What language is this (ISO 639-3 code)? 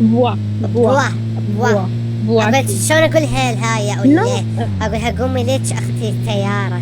acm